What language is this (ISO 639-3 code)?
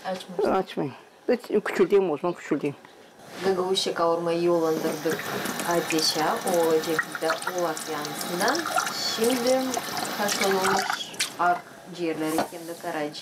gag